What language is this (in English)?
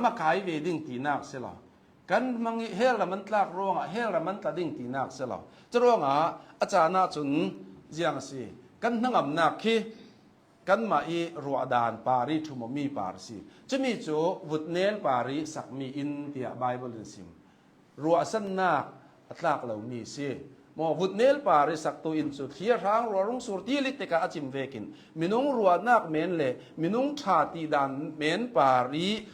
Hakha Chin